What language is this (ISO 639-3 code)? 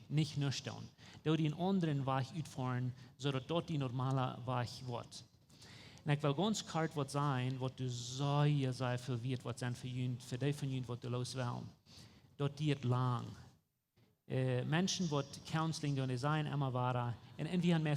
pdt